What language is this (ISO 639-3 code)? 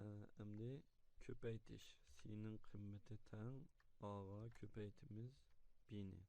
uig